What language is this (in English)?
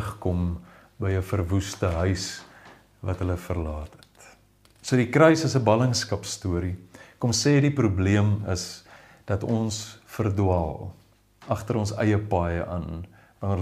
Afrikaans